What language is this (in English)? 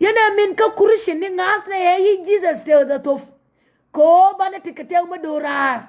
Nuer